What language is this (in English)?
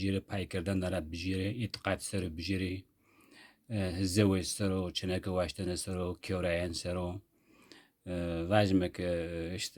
Zaza